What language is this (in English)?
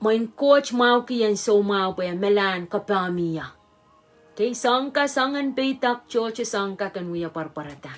Pohnpeian